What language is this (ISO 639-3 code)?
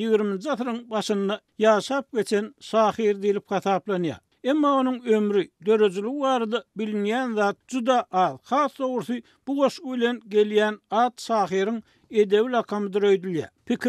tuk